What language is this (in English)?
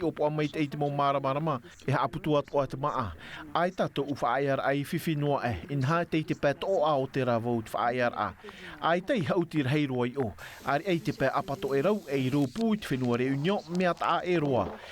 Tahitian